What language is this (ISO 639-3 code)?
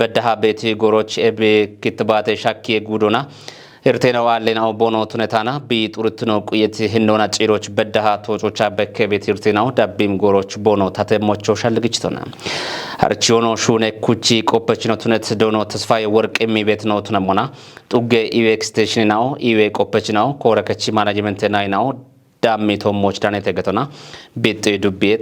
kbr